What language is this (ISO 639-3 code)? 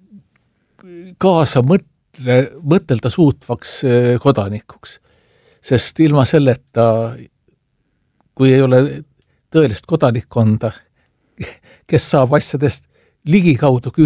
est